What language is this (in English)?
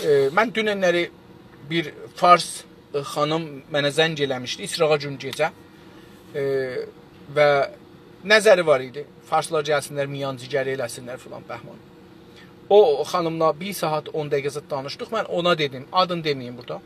South Azerbaijani